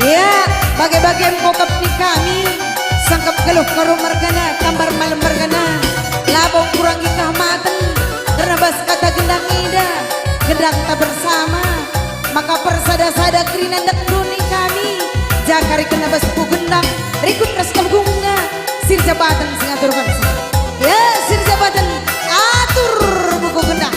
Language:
Batak Karo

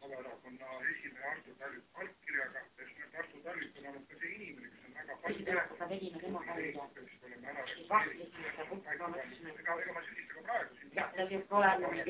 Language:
Estonian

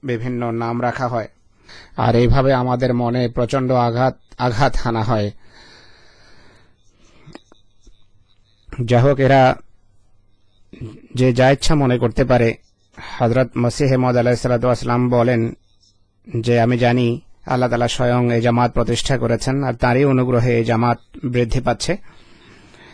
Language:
Bangla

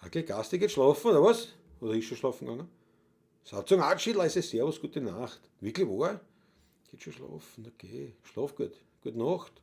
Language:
Bavarian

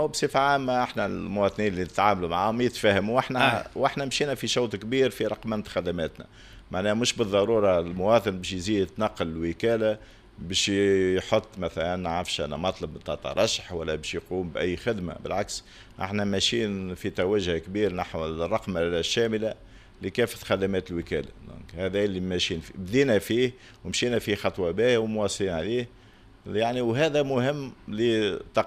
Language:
Tunisian Arabic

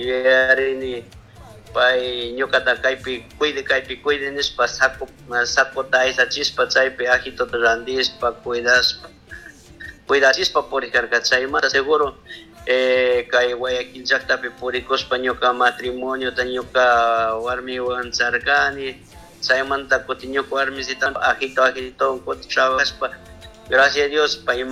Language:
Chimborazo Highland Quichua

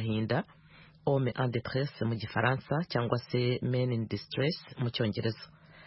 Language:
Kinyarwanda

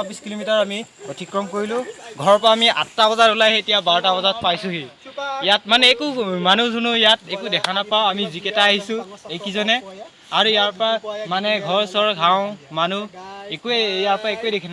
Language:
Assamese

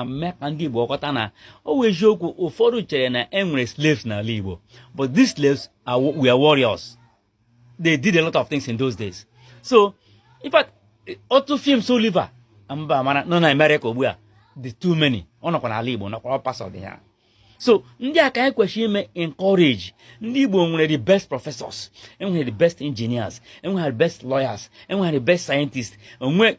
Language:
Igbo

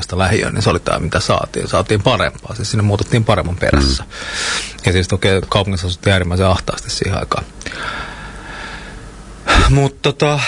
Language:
Finnish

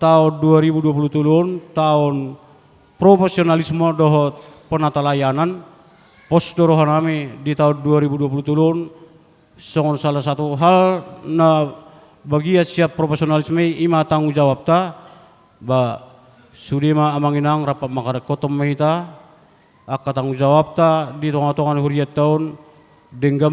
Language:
Batak Toba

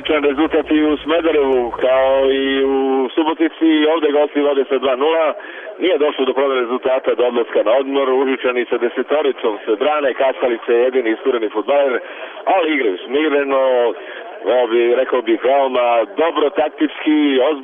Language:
Serbian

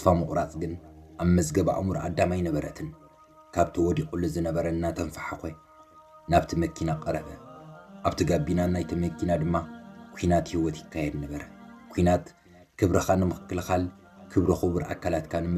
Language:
Tigrinya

